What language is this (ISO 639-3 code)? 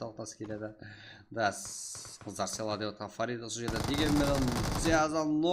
kaa